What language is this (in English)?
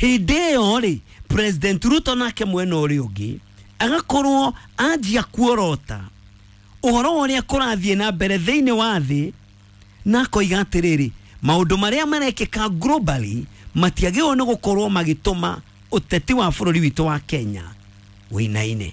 Kikuyu